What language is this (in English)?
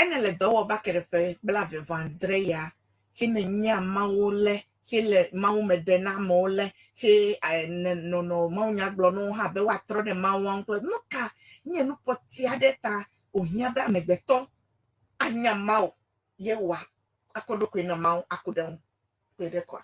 Ewe